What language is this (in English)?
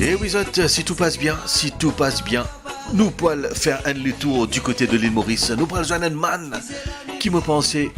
Morisyen